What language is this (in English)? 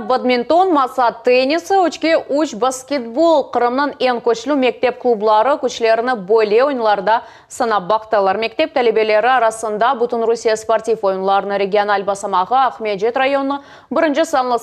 Crimean Tatar